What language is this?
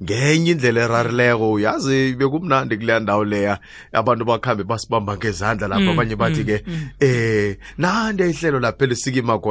South Ndebele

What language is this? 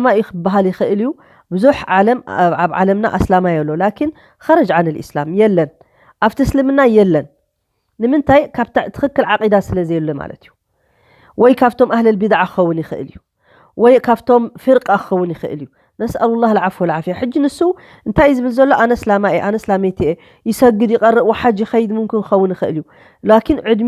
Tigrinya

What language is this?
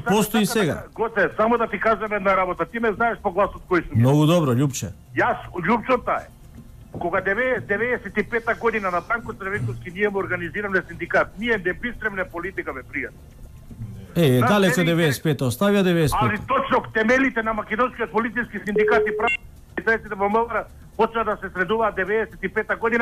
Macedonian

